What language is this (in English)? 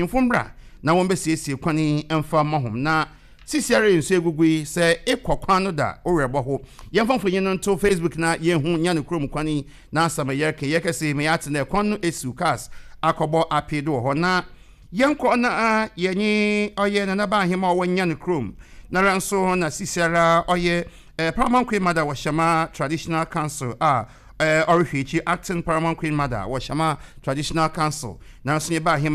Akan